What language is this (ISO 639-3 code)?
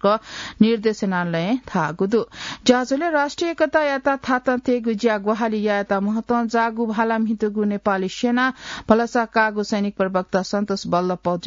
new